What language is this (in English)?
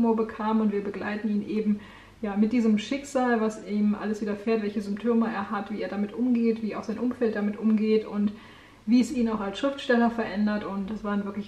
German